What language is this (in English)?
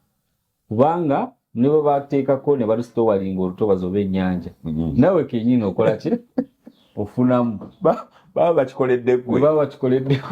Ganda